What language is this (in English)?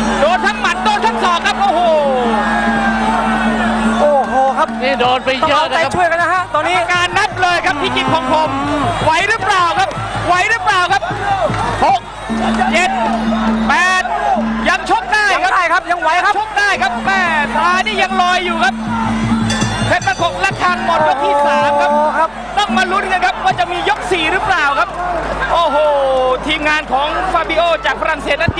Thai